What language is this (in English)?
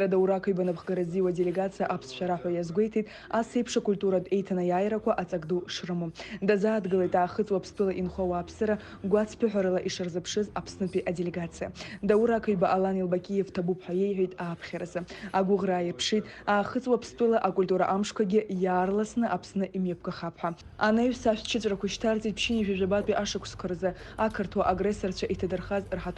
Abkhazian